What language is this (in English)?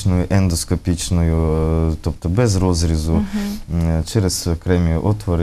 Ukrainian